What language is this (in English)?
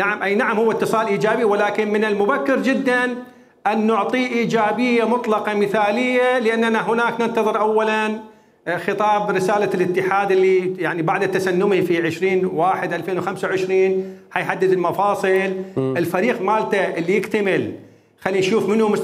Mesopotamian Arabic